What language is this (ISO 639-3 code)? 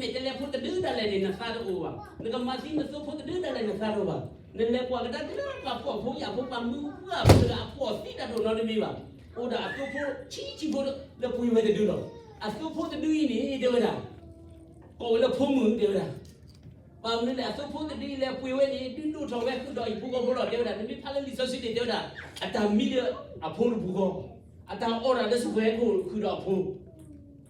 ksw